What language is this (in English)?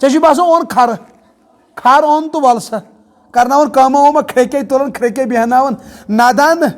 Kashmiri